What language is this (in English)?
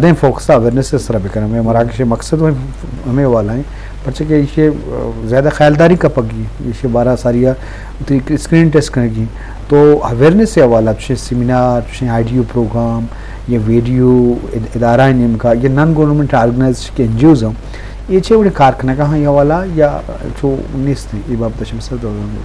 Eastern Balochi